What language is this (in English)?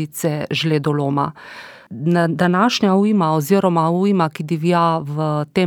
Slovenian